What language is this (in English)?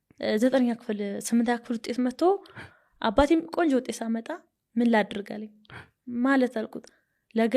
Amharic